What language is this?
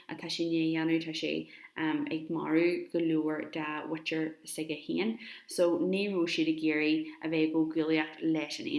Irish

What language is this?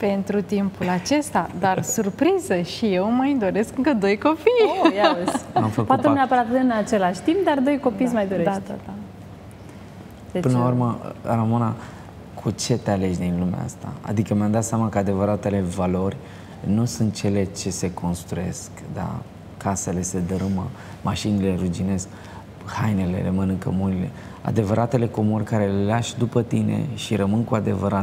Romanian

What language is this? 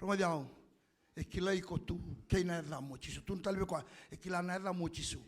Fijian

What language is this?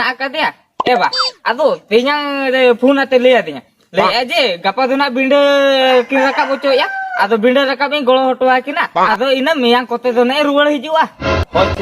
Santali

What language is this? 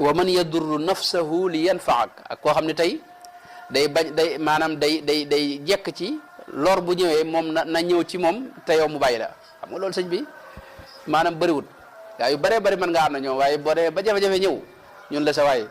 Wolof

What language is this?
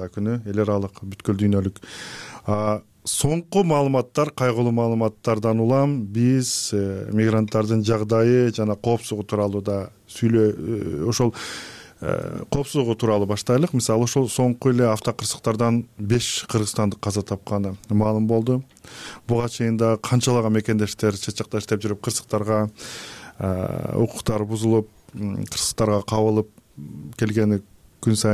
Kyrgyz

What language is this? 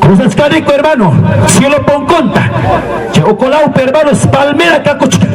Ayacucho Quechua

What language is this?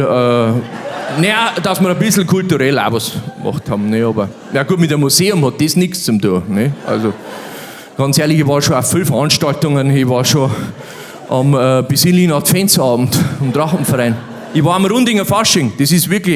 Bavarian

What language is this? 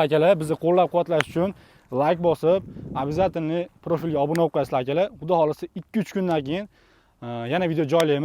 Uzbek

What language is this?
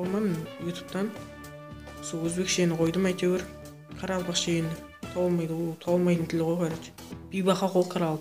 Kara-Kalpak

